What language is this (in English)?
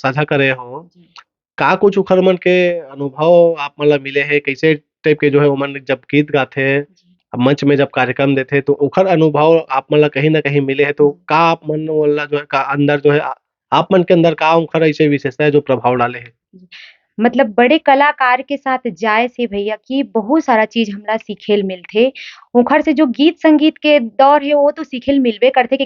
Chhattisgarhi